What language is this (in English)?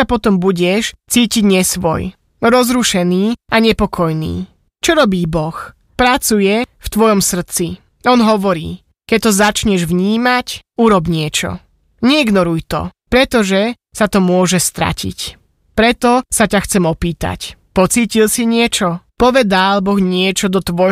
Slovak